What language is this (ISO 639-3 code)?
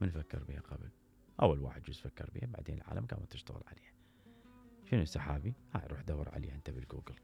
acm